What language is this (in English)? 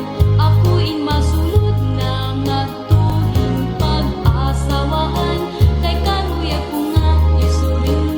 Waray